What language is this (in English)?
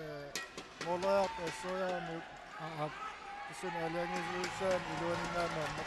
Kalaallisut